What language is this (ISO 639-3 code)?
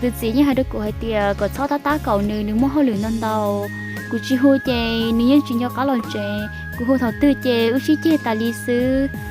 hmn